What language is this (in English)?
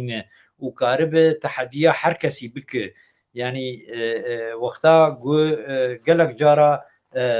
Kurdish